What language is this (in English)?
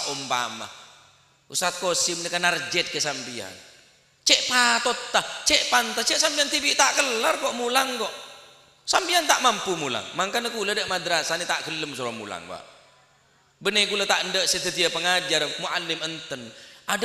Madurese